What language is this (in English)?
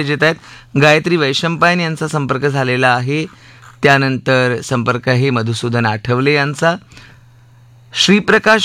Marathi